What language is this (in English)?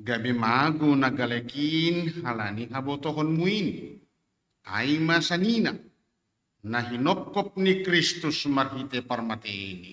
Batak Simalungun